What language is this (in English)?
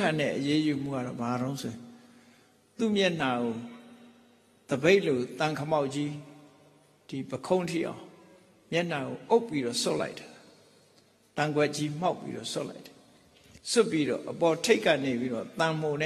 Burmese